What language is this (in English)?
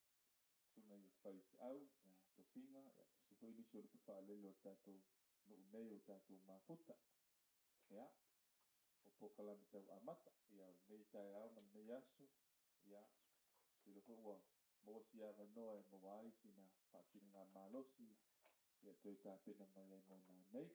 Samoan